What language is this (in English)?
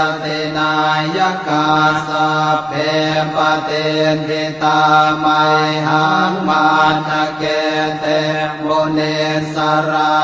Pali